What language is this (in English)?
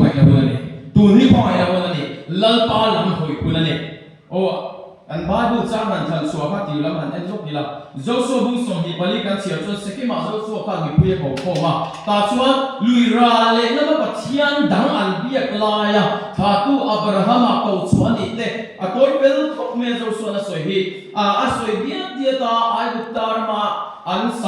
Mizo